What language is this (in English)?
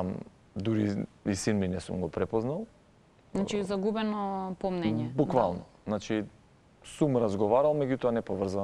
Macedonian